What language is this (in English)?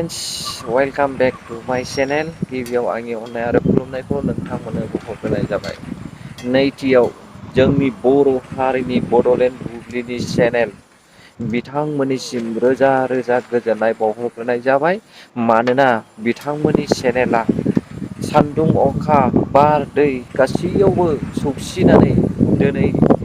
Bodo